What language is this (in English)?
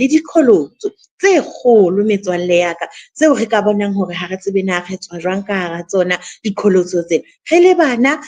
Southern Sotho